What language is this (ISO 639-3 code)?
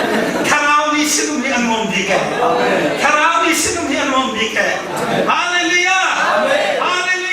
cnh